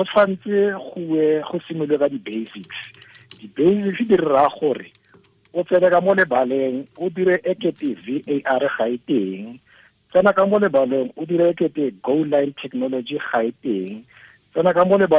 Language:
Tswana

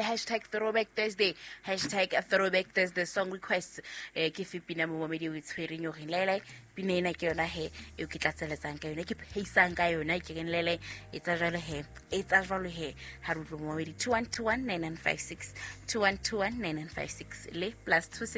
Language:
Southern Sotho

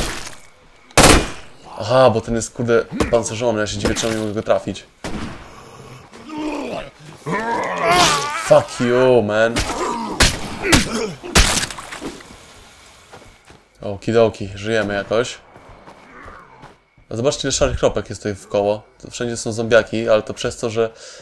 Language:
Polish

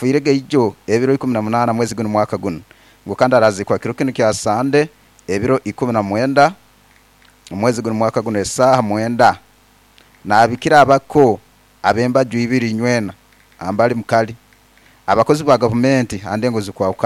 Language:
Nyoro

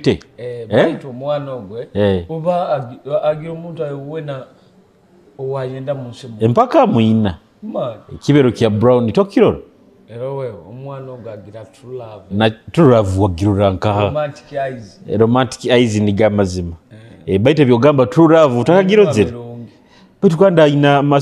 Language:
Nyoro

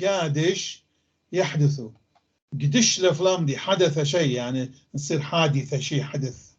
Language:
North Levantine Arabic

